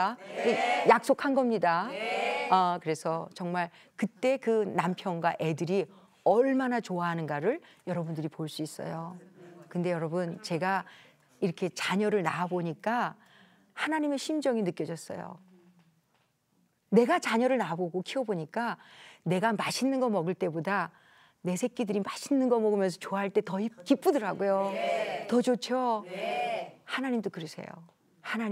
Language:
Korean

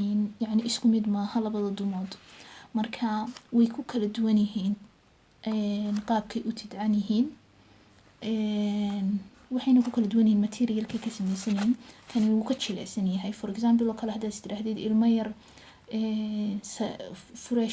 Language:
Somali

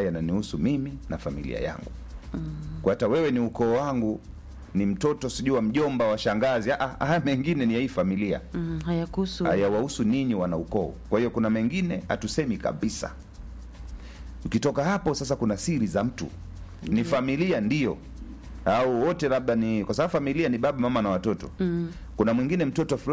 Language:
Swahili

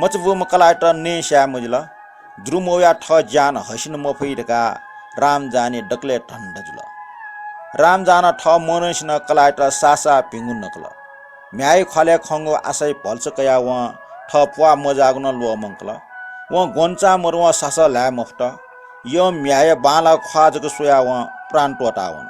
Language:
Newari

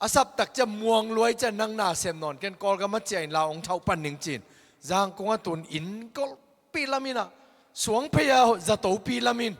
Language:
Tedim Chin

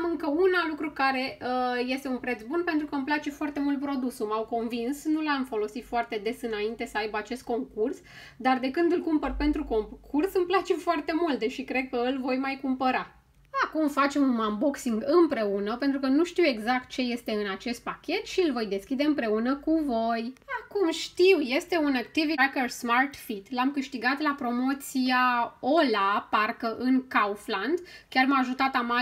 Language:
Romanian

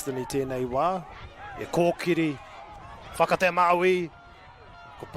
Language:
Māori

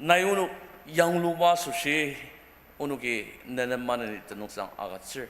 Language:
Ao Naga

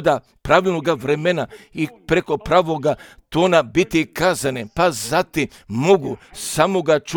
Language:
Croatian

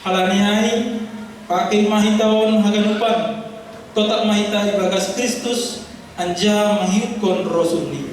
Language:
Batak Simalungun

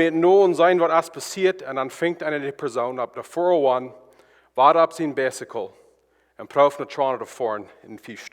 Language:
Plautdietsch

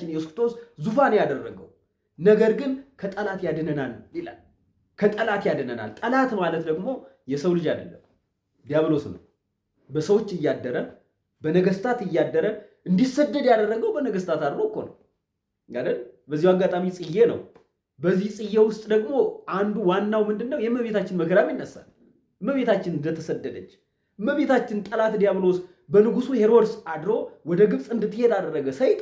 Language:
Amharic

